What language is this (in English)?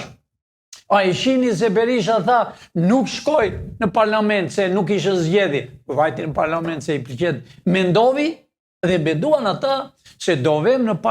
Albanian